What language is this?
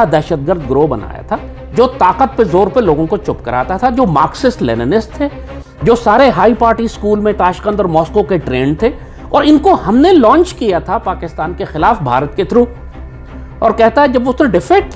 Urdu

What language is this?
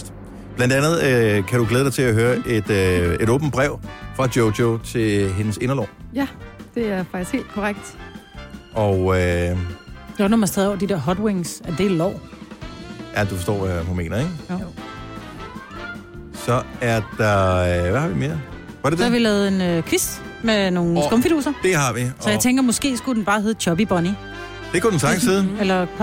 Danish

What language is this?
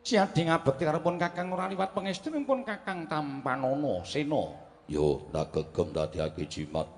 Javanese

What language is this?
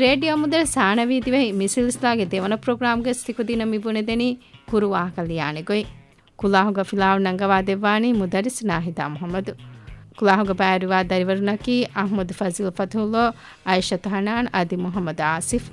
Divehi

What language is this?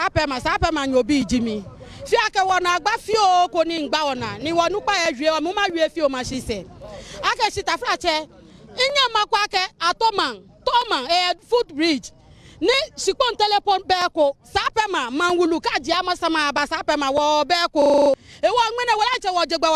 Akan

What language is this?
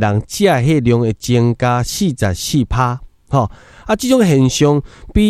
Min Nan Chinese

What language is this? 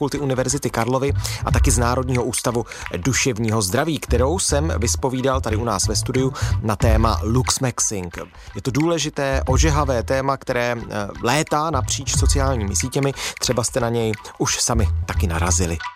Czech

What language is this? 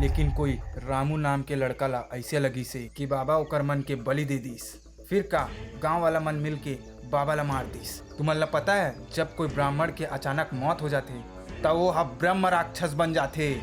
Chhattisgarhi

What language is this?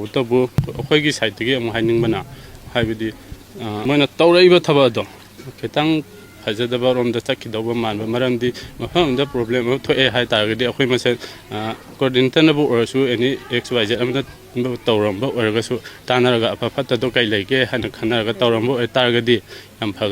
Manipuri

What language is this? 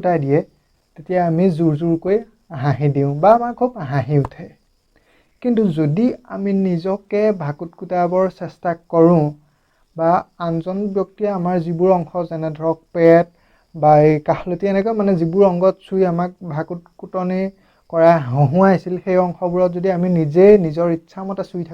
Assamese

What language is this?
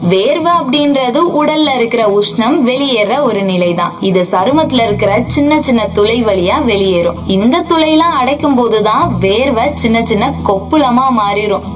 Tamil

